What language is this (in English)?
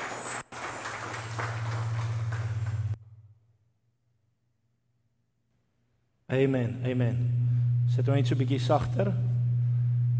Afrikaans